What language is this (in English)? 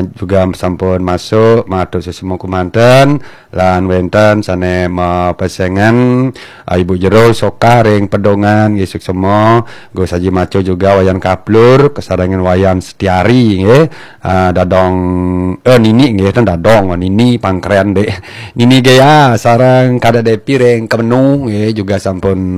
Balinese